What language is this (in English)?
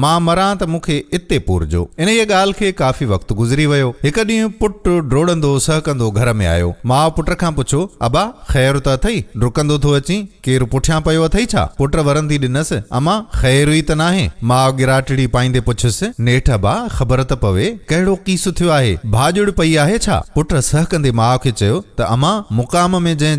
Sindhi